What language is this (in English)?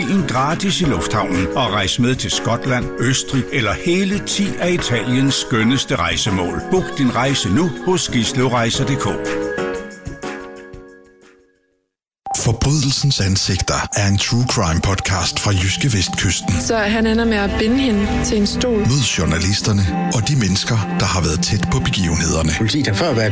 Danish